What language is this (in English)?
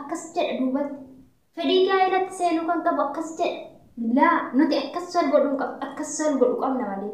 Oromo